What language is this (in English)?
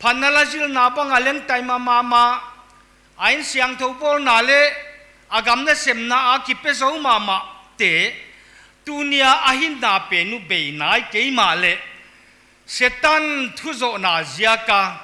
Paite Chin